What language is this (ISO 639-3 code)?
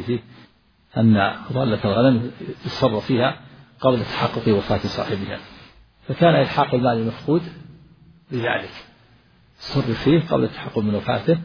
ara